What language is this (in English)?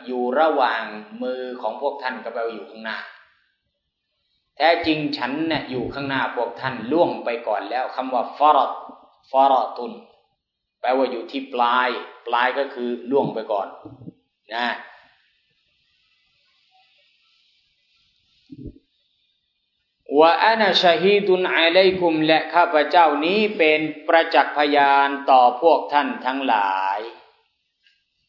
Thai